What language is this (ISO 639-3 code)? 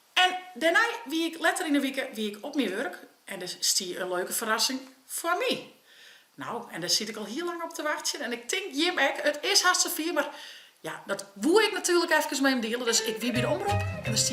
fry